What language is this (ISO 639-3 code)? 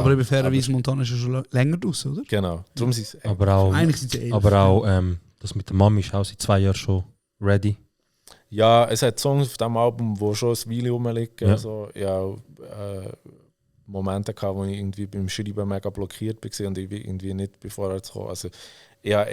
gsw